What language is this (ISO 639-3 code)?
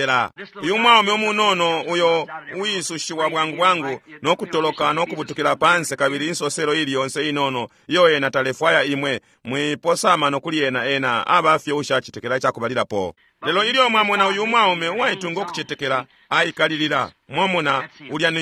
bem